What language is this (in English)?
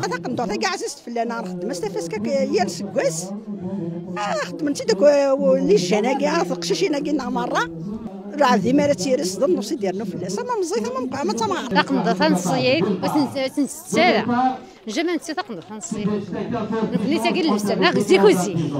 Kabyle